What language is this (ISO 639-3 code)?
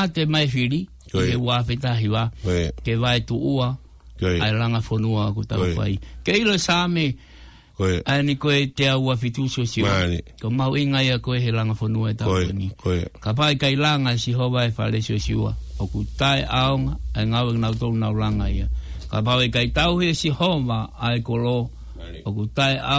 ton